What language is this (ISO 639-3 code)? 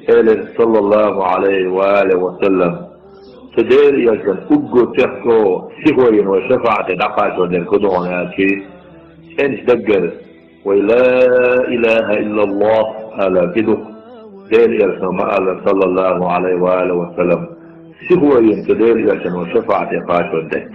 che